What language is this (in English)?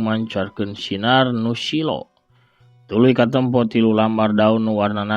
Sundanese